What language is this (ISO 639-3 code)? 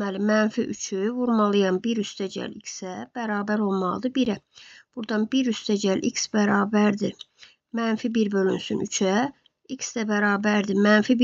aze